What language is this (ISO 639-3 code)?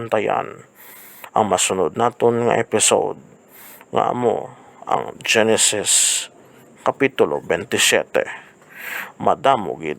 hil